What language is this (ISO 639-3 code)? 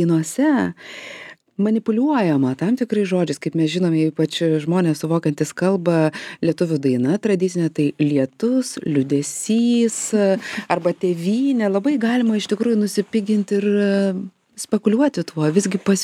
lit